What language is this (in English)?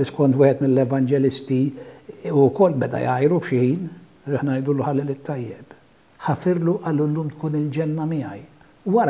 Maltese